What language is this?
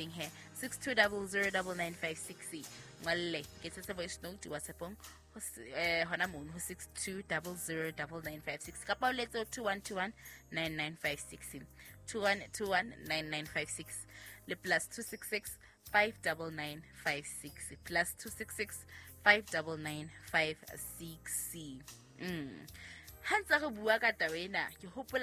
Southern Sotho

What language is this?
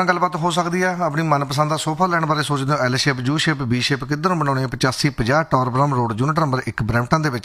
Punjabi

